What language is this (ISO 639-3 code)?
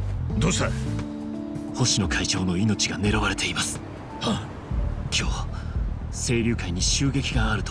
jpn